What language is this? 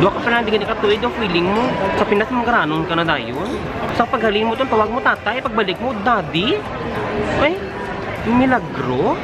Hiligaynon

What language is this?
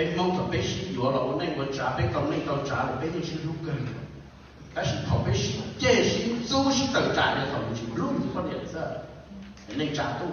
Hmong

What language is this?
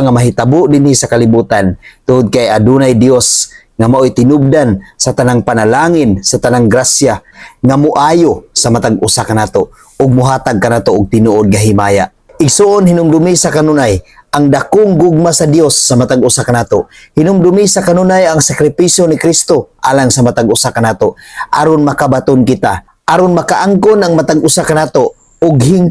Cebuano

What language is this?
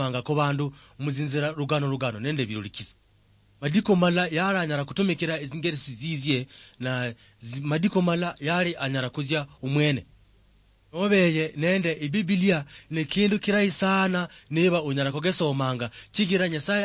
Luyia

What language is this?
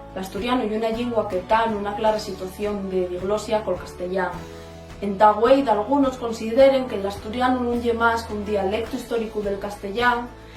Asturian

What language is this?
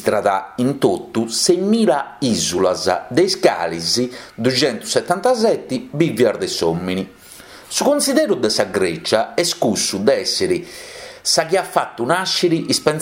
Sardinian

